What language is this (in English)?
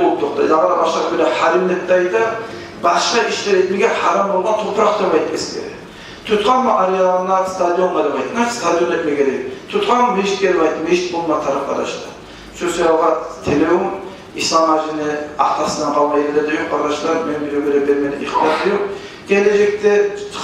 Kumyk